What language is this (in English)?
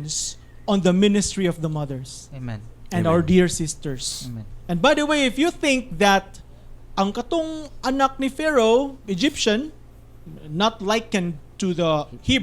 Cebuano